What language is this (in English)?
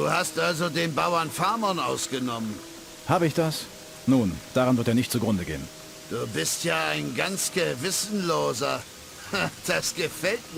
Bavarian